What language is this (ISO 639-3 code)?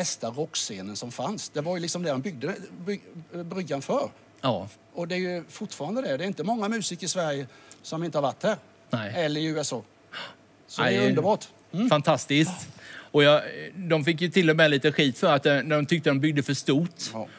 swe